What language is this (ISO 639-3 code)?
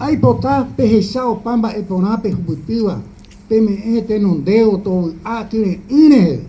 grn